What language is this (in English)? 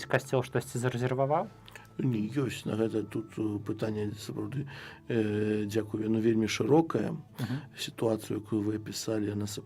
Belarusian